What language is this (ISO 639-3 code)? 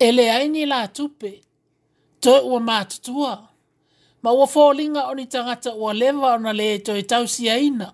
smo